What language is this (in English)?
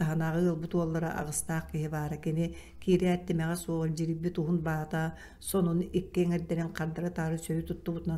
Yakut